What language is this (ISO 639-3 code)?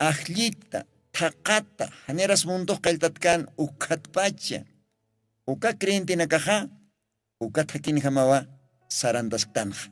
aym